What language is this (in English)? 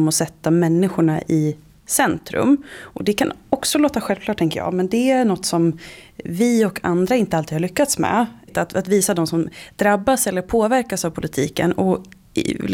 Swedish